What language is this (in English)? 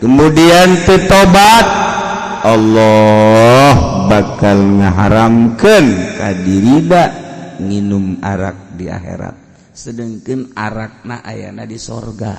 Sundanese